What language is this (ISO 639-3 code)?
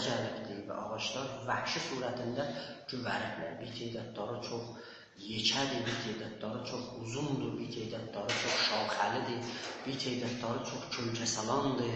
azb